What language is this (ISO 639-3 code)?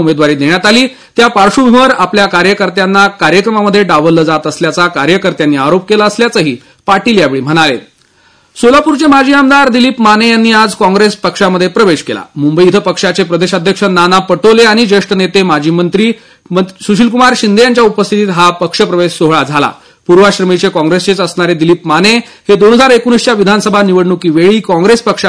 mar